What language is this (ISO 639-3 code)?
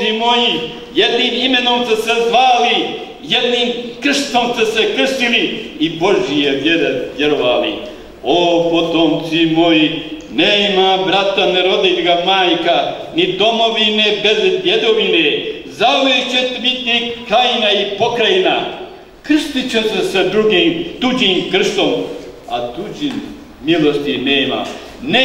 bos